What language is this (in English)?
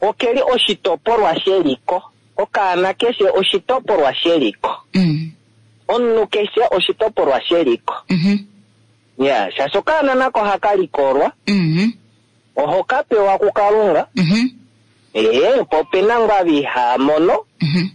Kuanyama